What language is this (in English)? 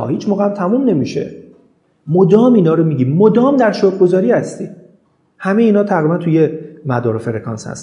Persian